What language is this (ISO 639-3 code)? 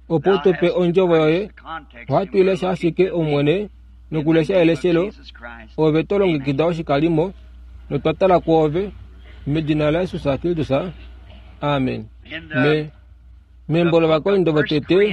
kua